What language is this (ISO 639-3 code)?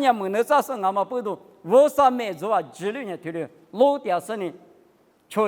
lis